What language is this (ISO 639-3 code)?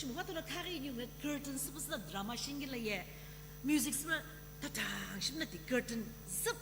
nsm